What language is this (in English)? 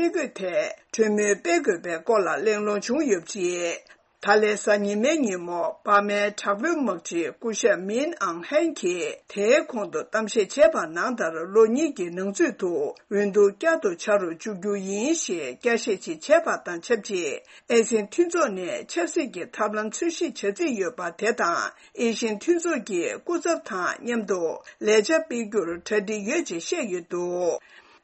Tibetan